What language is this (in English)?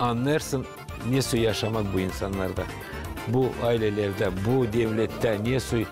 Gagauz